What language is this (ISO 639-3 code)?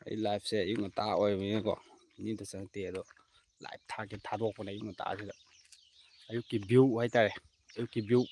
mni